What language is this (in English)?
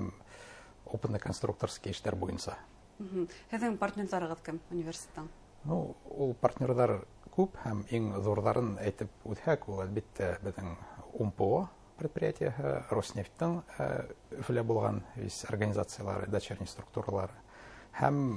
Bashkir